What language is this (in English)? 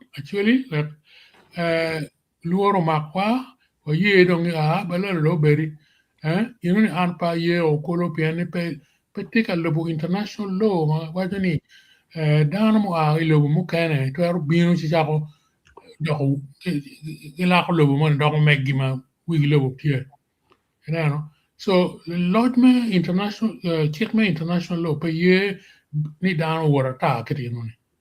Acoli